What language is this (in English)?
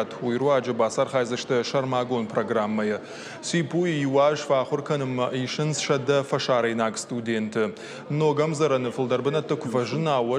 Ossetic